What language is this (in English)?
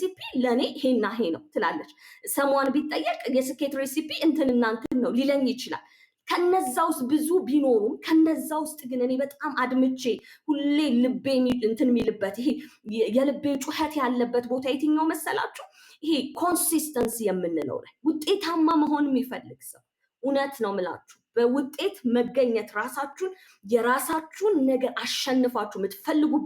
Amharic